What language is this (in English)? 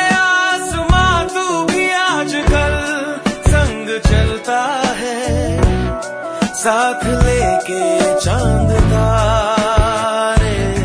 Hindi